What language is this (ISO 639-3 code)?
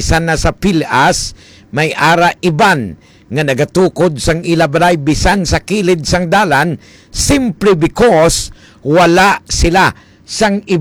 hil